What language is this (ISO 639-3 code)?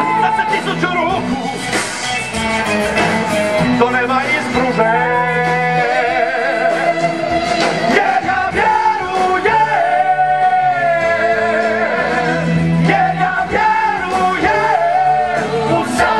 hrv